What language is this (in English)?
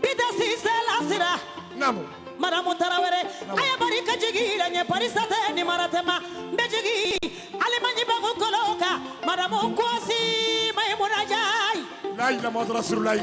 Bambara